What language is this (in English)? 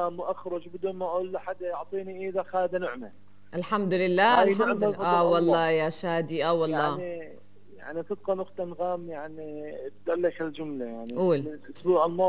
North Levantine Arabic